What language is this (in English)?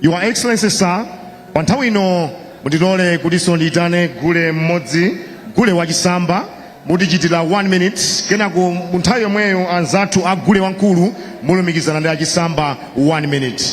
Nyanja